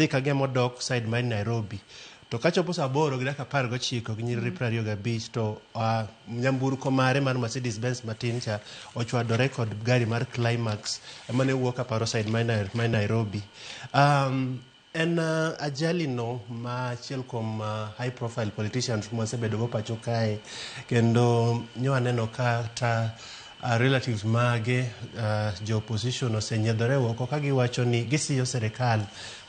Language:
Luo (Kenya and Tanzania)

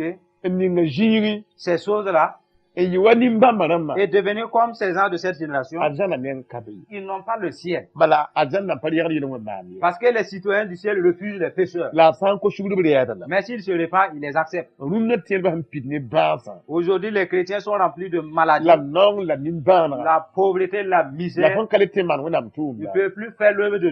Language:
Mossi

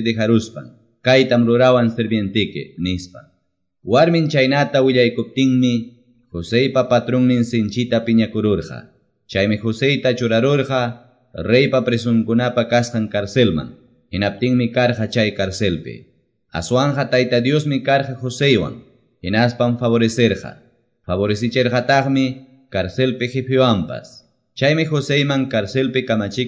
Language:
Quechua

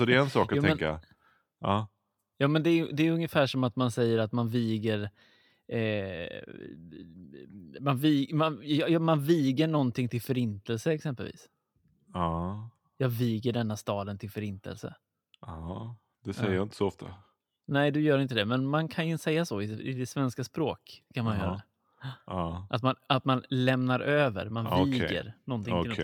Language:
Swedish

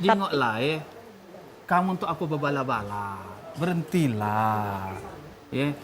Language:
Musi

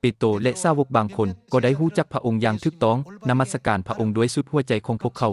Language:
Lao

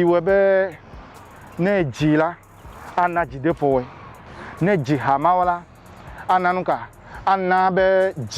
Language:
Ewe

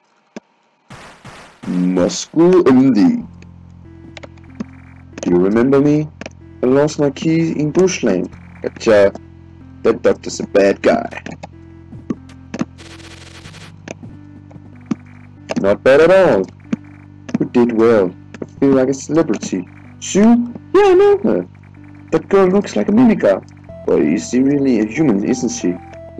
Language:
Danish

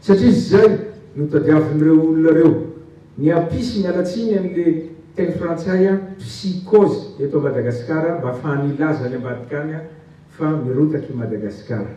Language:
Malagasy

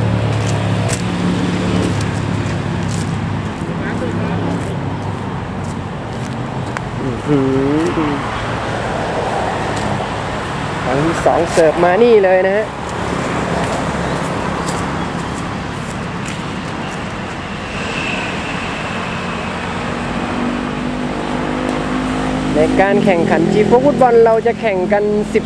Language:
Thai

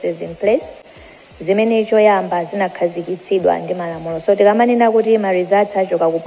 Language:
Nyanja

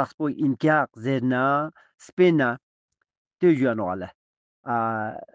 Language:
Ladakhi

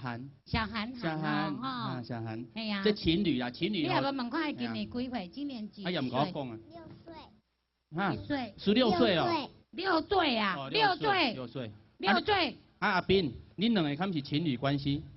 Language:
Min Nan Chinese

